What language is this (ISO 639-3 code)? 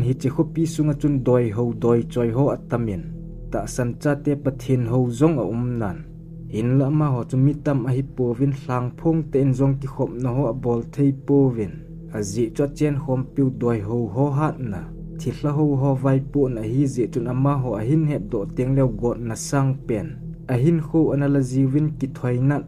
tcz